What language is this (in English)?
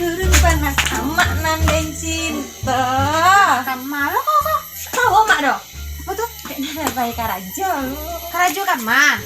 Minangkabau